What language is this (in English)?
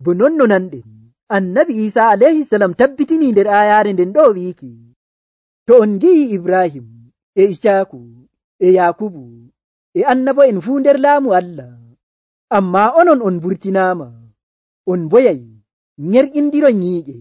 Nigerian Fulfulde